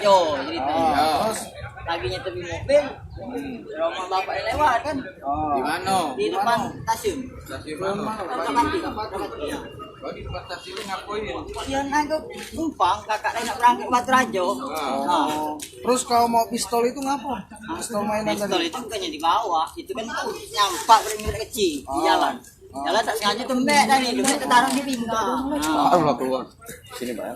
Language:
Musi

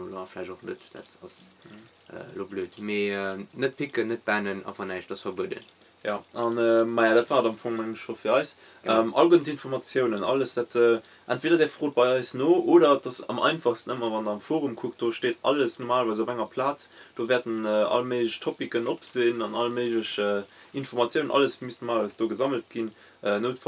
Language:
Luxembourgish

